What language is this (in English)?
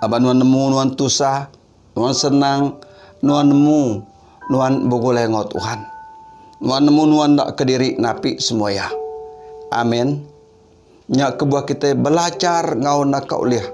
Iban